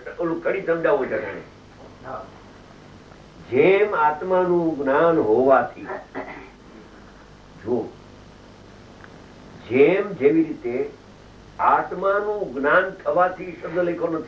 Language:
Gujarati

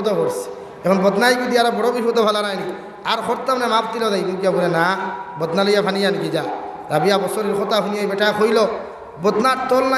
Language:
Sylheti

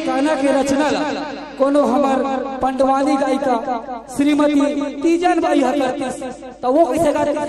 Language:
Chhattisgarhi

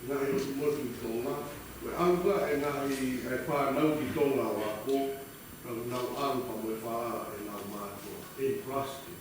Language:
Tongan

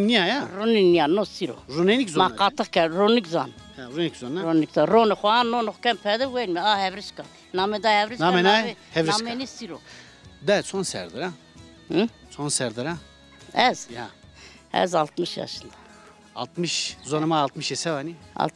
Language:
Zaza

